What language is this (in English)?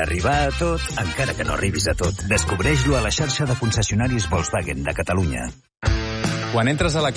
Catalan